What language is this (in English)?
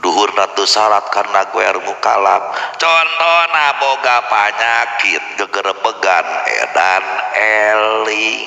Sundanese